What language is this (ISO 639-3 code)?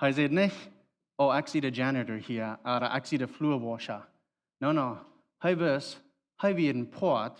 pdt